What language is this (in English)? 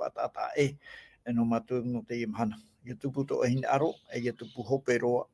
Tahitian